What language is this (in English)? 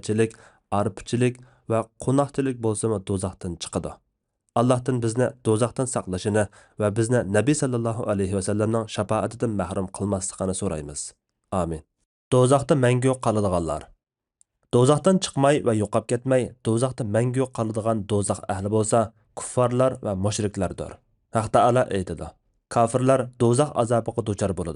Uyghur